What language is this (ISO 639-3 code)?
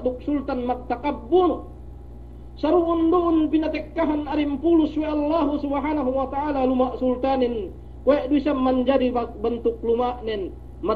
yka